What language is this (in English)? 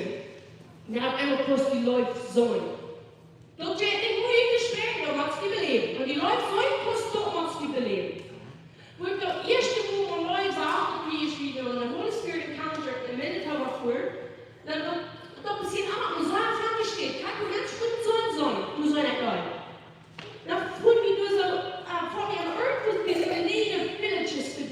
Plautdietsch